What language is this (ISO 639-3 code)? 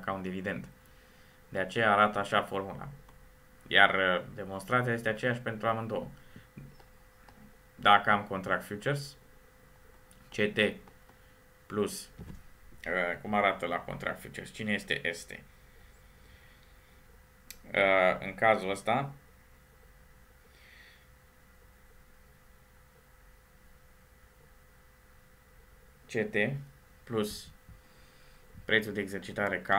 ron